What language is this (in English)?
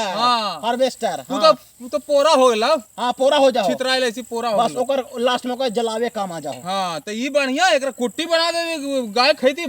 Magahi